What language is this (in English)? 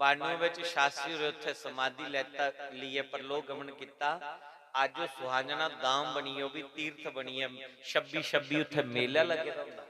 Dogri